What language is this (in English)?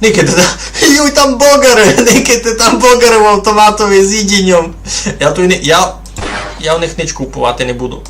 Rusyn